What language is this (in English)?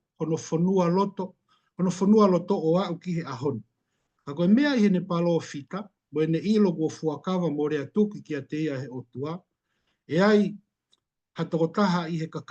Tongan